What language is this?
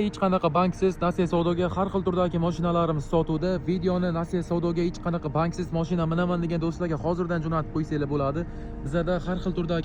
Uzbek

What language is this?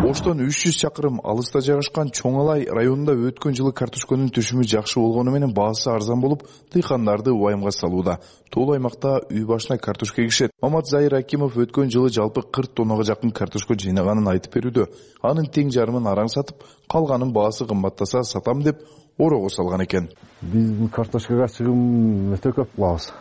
Kyrgyz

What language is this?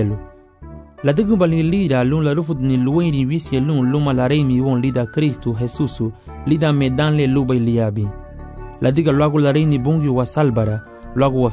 Garifuna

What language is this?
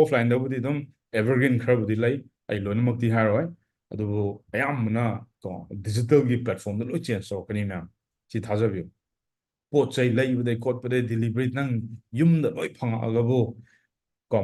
Manipuri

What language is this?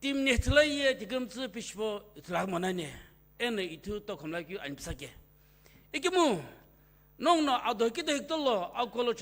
Sumi Naga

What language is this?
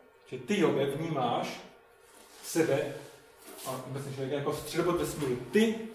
Czech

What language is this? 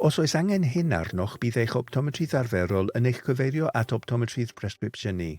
Welsh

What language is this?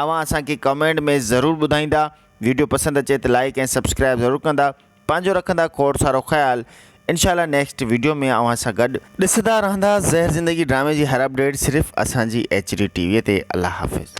Sindhi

